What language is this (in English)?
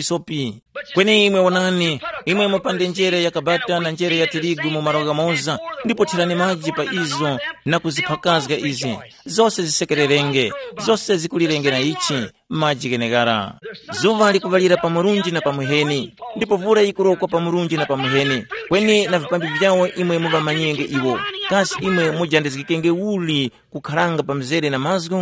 Tumbuka